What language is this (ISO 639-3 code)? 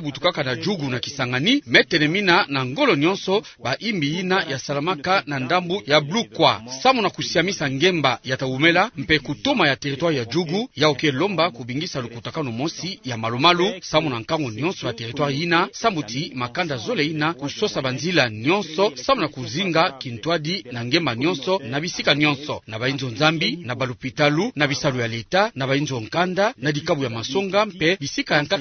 ktu